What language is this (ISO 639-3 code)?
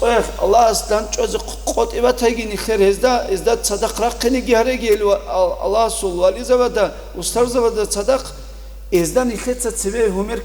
ava